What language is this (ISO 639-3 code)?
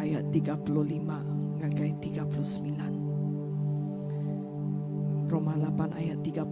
iba